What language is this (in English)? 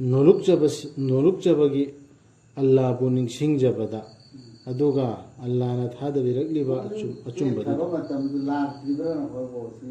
Manipuri